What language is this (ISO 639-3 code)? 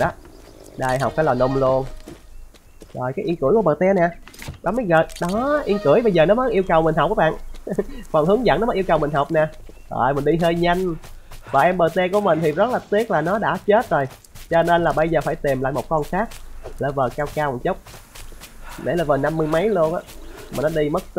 vie